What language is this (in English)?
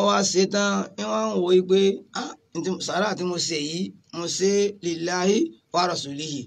Yoruba